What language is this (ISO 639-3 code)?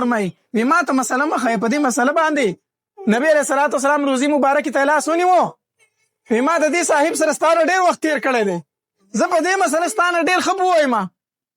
pus